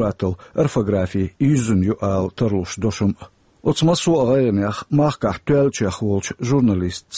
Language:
Chechen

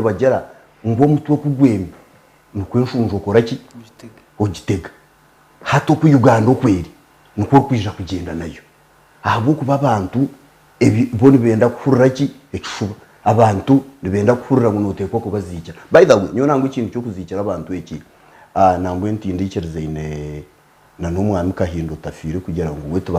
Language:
Nyankole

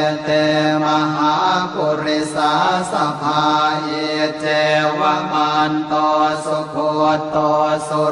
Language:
Pali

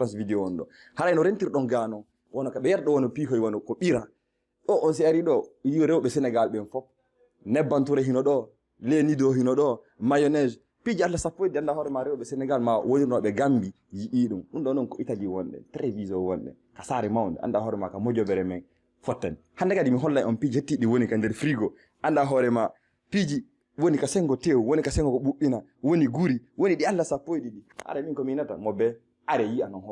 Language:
Fula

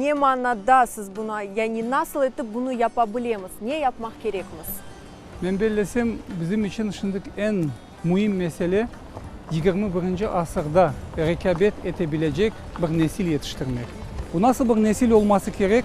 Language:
Crimean Tatar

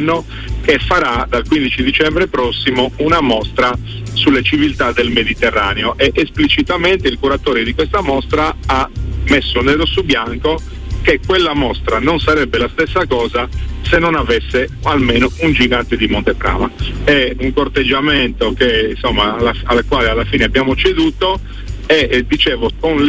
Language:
Italian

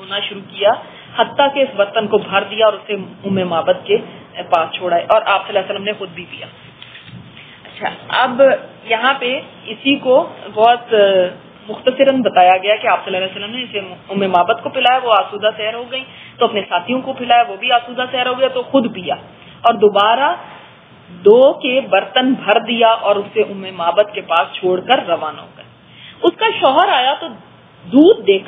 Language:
Urdu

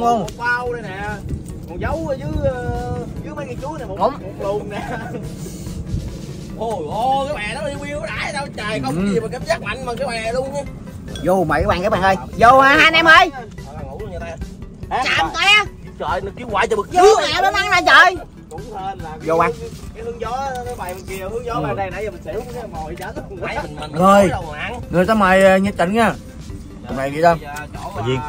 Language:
Vietnamese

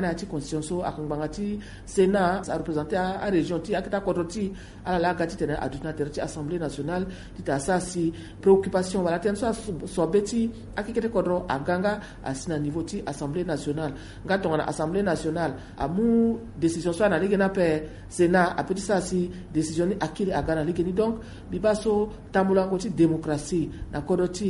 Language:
Sango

